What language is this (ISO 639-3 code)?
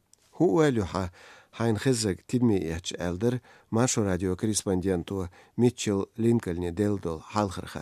che